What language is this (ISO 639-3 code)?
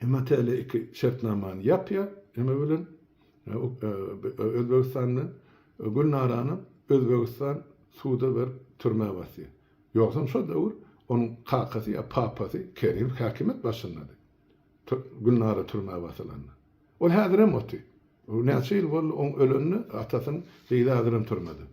tuk